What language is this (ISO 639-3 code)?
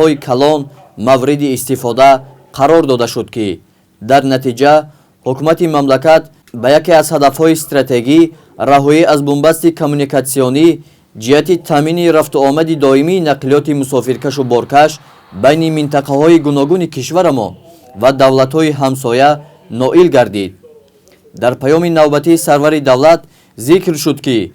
tgk